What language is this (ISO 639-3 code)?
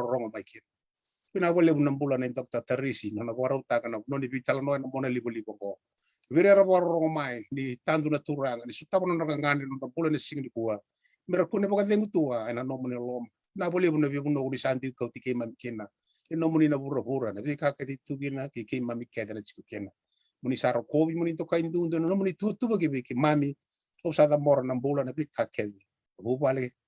fij